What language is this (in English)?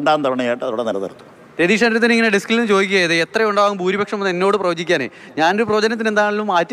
Malayalam